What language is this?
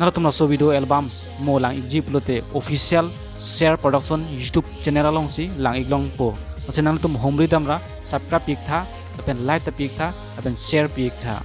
Karbi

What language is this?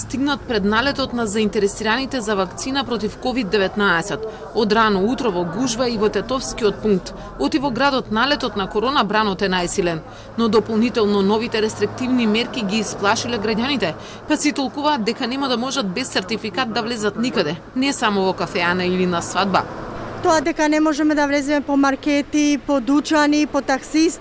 Macedonian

